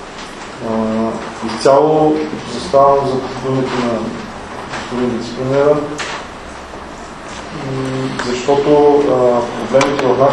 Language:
Bulgarian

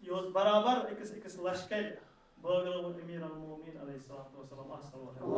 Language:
Kashmiri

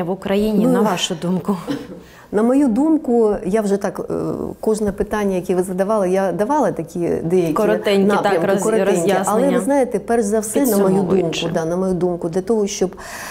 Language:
Ukrainian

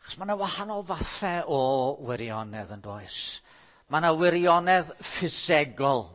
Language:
Welsh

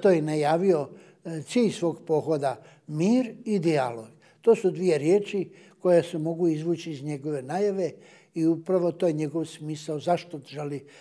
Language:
Bosnian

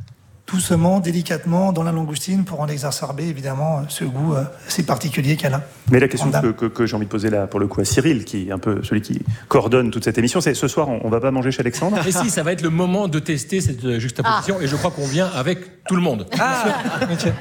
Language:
French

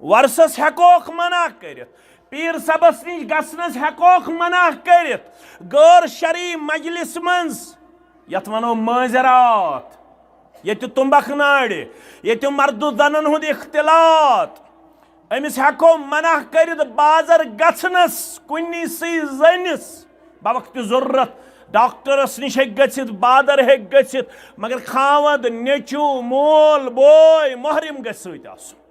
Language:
Kashmiri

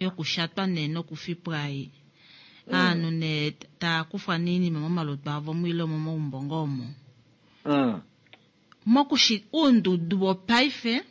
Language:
Kuanyama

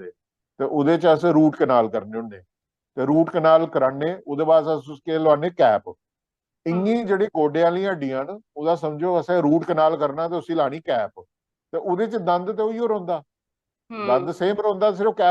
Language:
Dogri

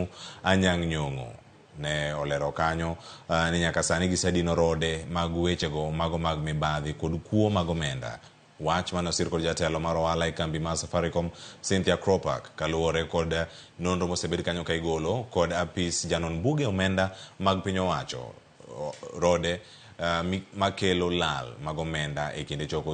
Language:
Luo (Kenya and Tanzania)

